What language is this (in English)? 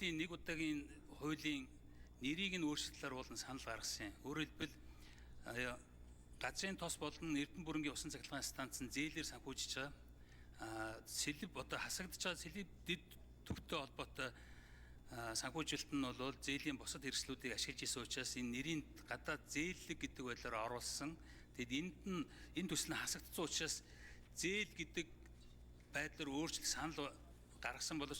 Mongolian